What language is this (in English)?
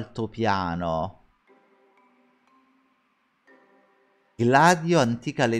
Italian